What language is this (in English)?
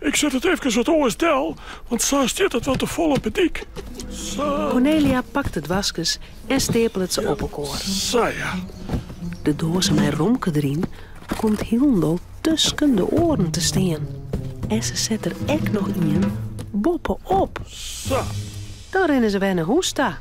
Western Frisian